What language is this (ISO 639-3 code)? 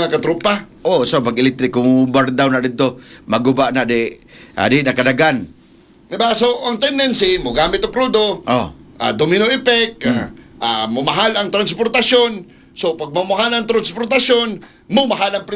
ceb